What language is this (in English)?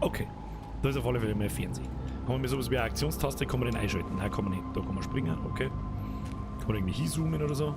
Bavarian